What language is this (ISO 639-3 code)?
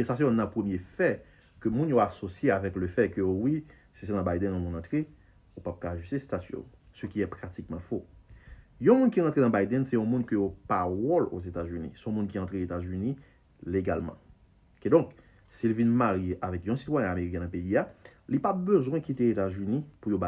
hat